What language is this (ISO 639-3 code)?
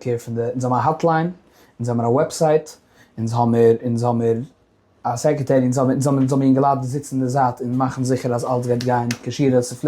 yid